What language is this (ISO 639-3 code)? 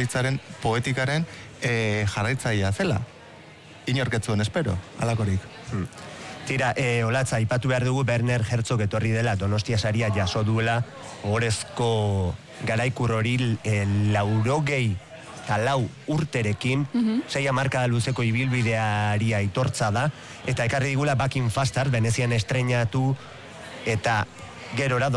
eus